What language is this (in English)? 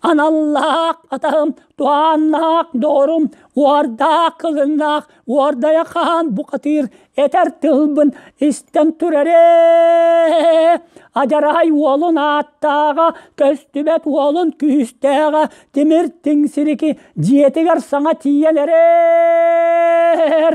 Yakut